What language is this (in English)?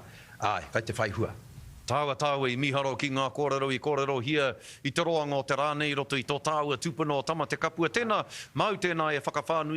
Māori